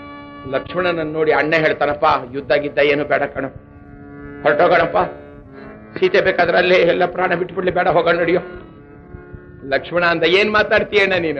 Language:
Kannada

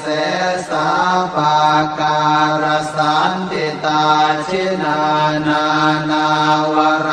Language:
Pali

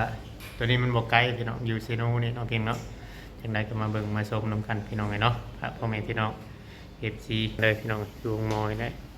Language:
Northeastern Thai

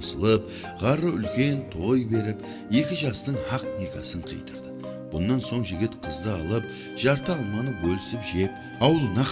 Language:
Kara-Kalpak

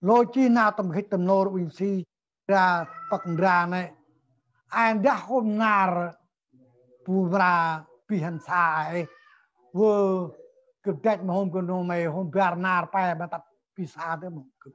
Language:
Central Mnong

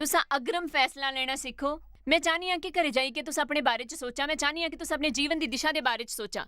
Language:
Dogri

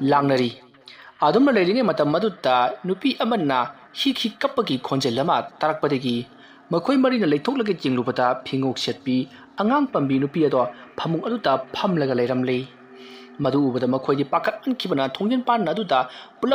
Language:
Manipuri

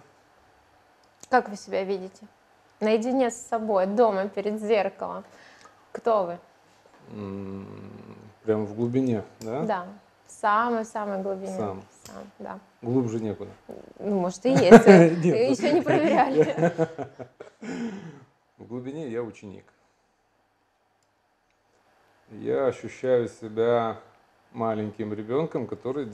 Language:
Russian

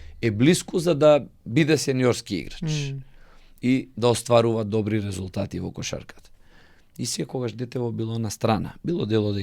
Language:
Macedonian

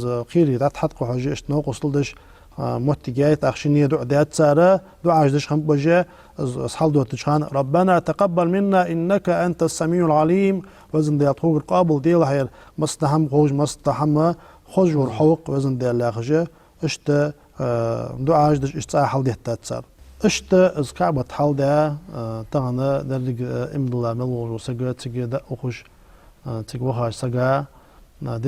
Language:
Ingush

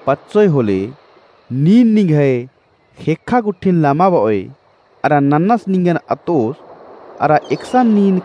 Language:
Kurukh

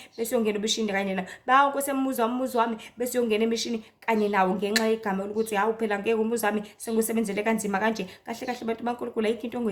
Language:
Zulu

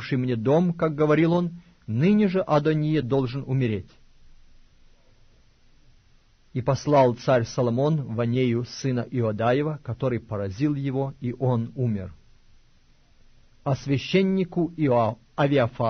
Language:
Russian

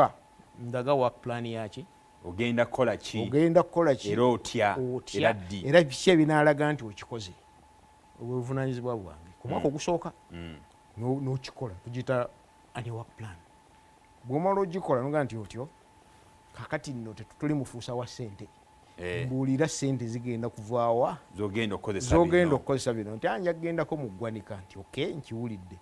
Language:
Ganda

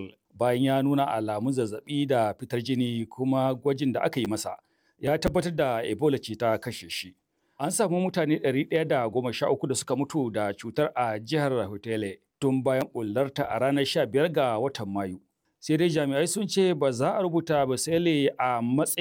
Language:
Hausa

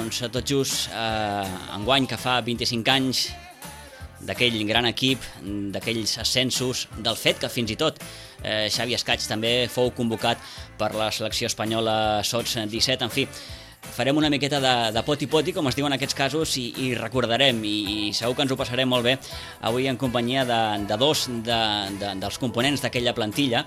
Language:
Catalan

